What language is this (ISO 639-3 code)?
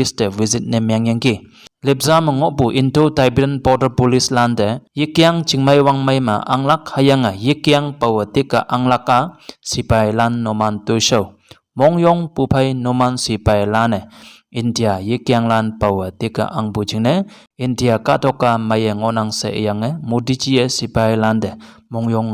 nbe